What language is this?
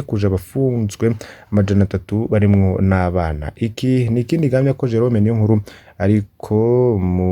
Rundi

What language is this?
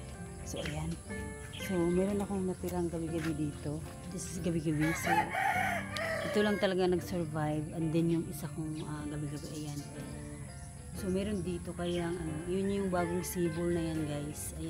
Filipino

